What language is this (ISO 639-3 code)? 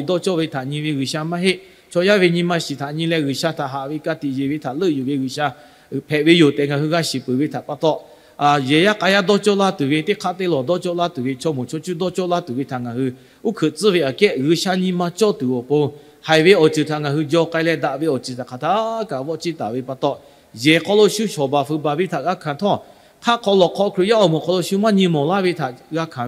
lhu